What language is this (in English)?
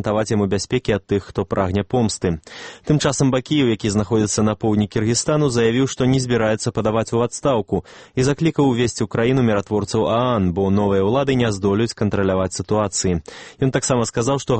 Belarusian